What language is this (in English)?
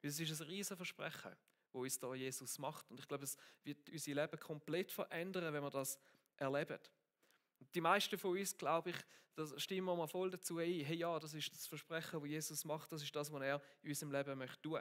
Swiss German